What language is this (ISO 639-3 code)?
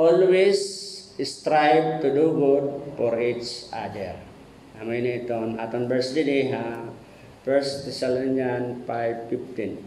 war